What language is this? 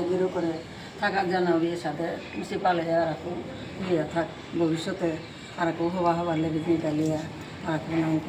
Bishnupriya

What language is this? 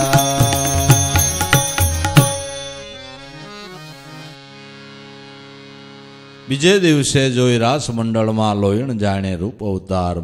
Gujarati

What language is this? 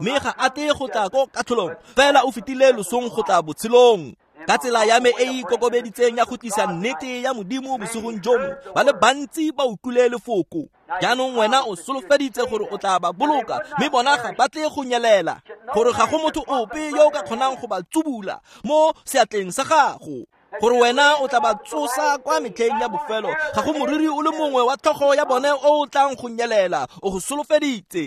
Tswana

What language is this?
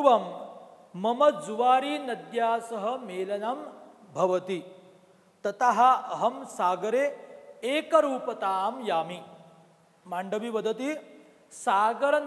Sanskrit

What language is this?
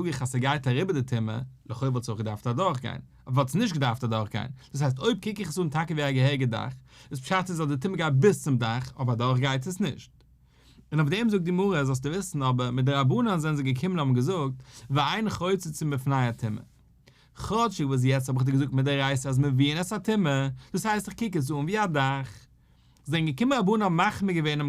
Yiddish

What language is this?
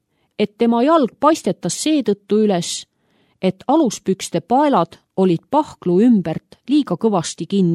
Estonian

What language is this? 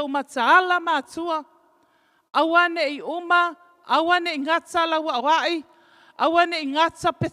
Samoan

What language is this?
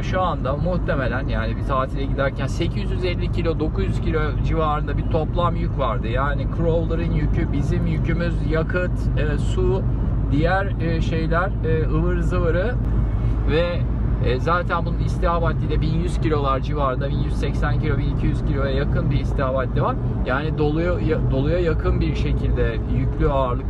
Turkish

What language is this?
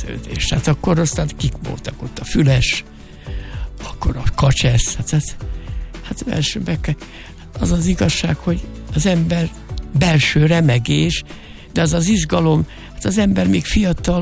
Hungarian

